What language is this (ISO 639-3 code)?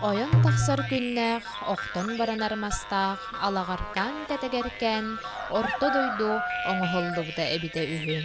sah